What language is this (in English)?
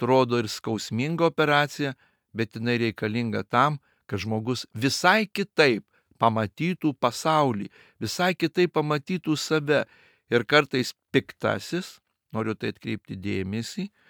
Lithuanian